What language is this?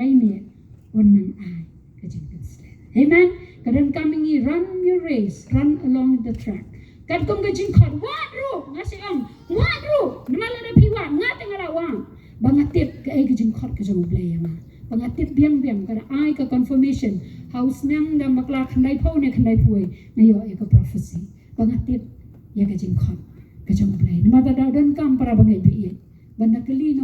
Khasi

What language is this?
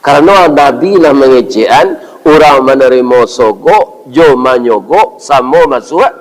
Minangkabau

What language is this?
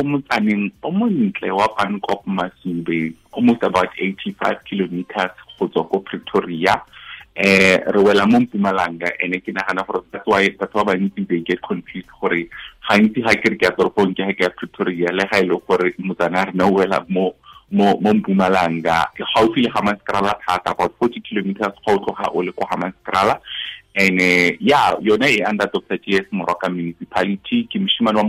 Tswana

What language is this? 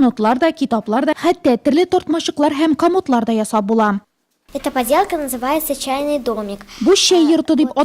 Tatar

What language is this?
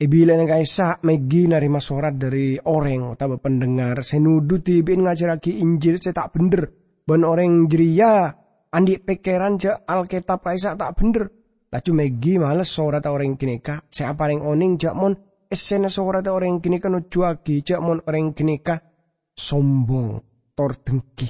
Madurese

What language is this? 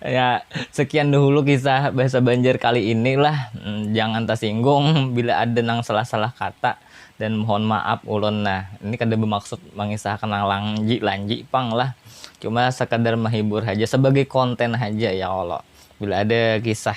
Banjar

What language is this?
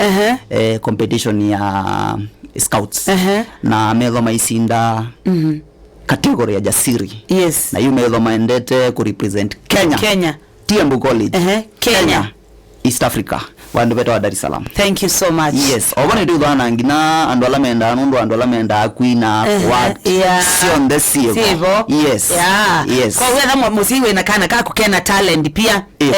Kamba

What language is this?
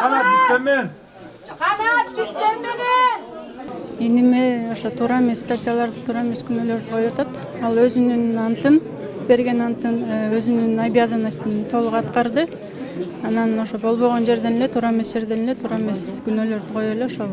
Kyrgyz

